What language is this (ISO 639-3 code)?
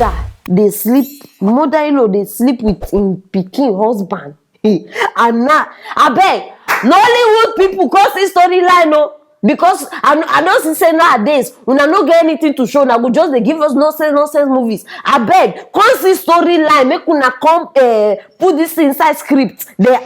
pcm